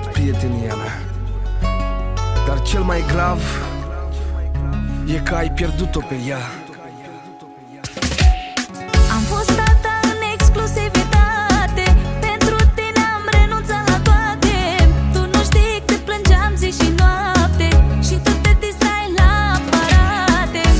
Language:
Romanian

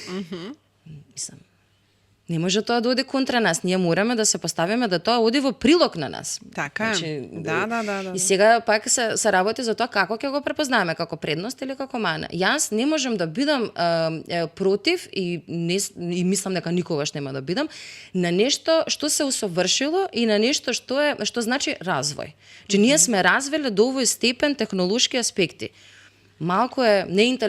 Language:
Macedonian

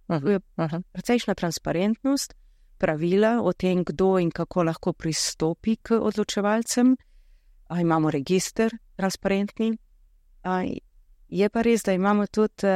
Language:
Slovenian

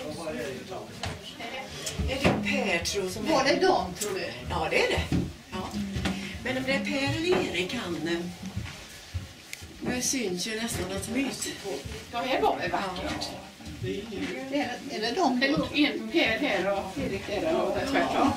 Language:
Swedish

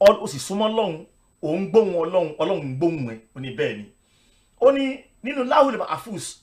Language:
Yoruba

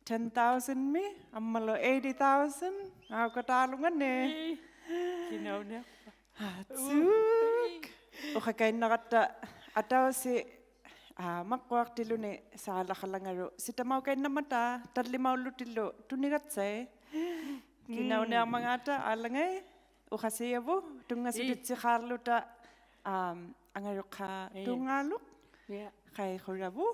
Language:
Inuktitut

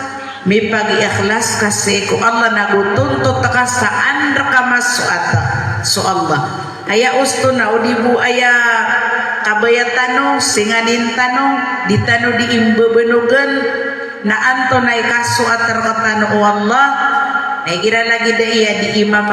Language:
Maranao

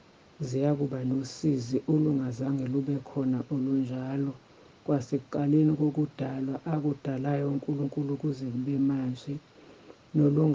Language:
Zulu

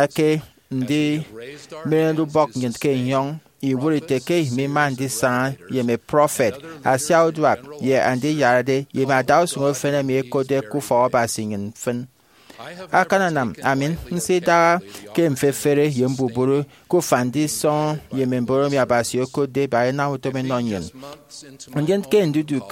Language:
Efik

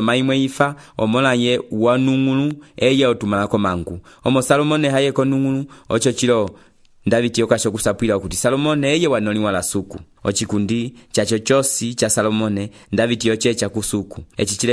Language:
Umbundu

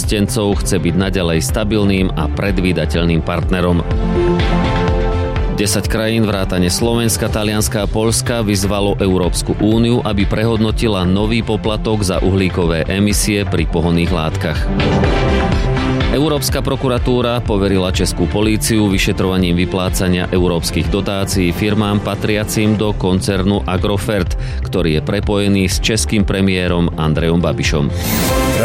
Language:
Slovak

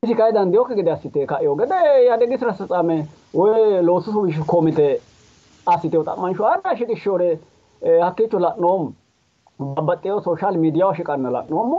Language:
Sidamo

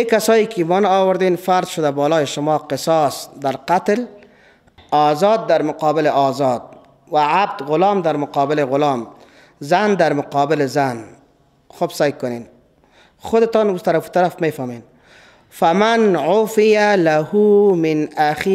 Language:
Persian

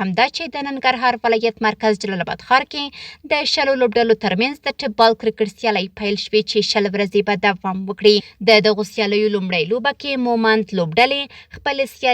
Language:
Pashto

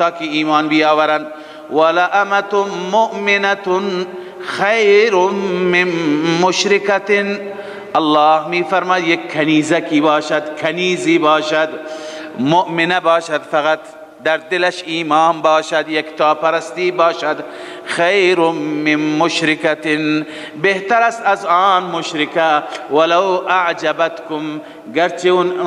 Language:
Persian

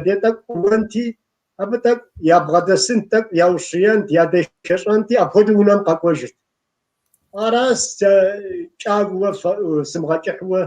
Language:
Kabardian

